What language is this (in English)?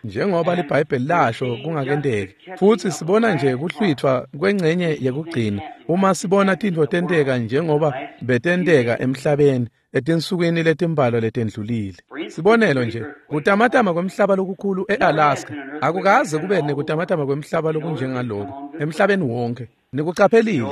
Swati